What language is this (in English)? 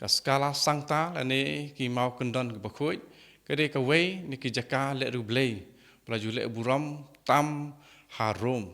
Khasi